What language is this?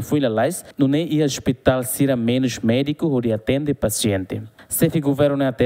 Tetum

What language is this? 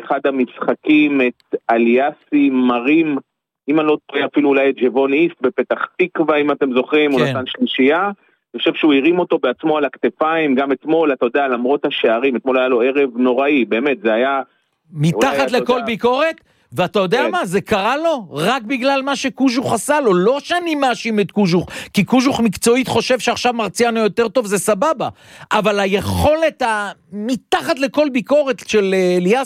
Hebrew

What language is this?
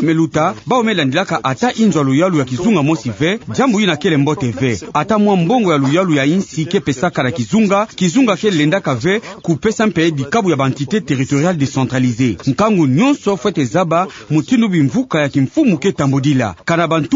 Kituba (Democratic Republic of Congo)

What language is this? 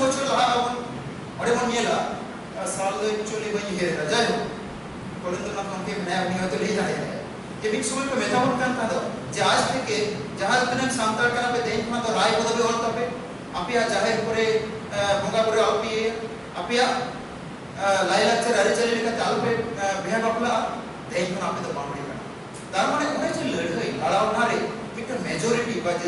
Santali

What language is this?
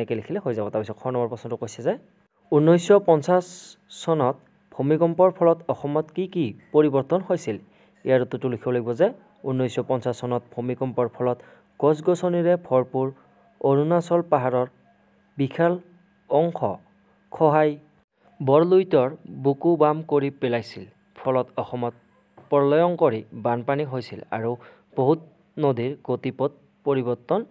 Assamese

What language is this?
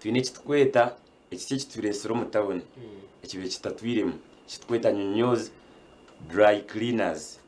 Nyankole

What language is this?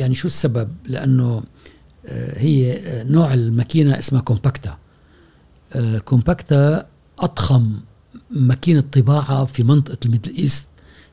Gulf Arabic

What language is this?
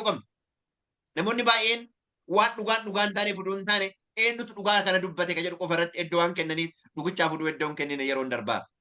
Oromo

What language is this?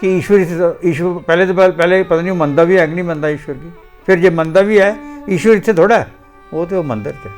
Dogri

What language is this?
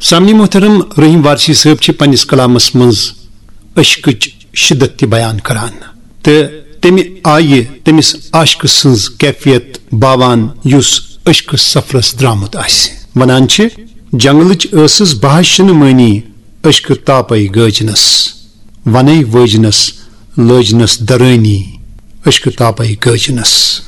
Kashmiri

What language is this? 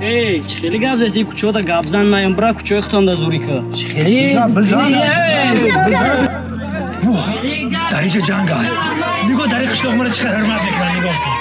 Tajik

